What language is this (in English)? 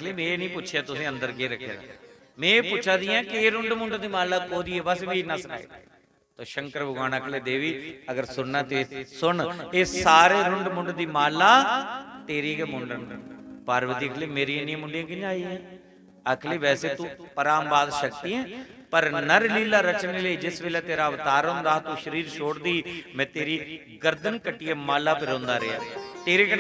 Dogri